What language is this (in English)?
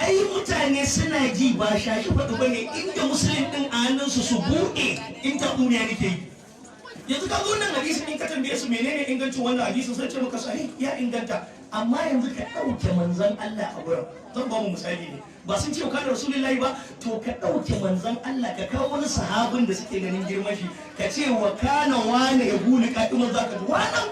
Hausa